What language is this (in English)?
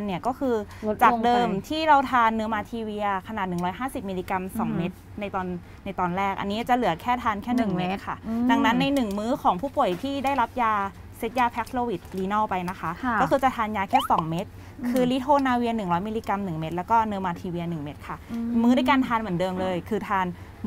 Thai